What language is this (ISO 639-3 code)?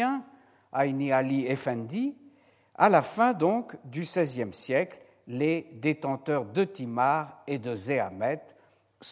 fra